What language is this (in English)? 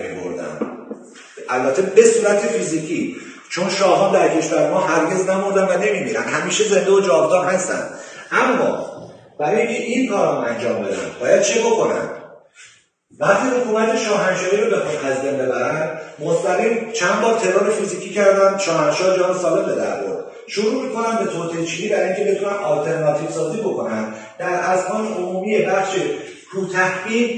Persian